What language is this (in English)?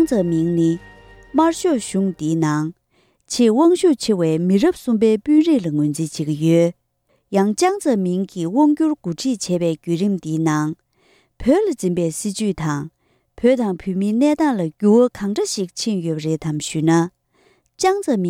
Tibetan